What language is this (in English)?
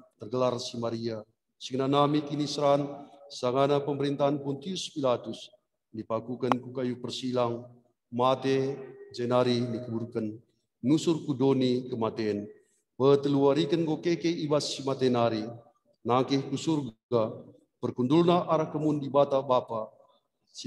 Batak Karo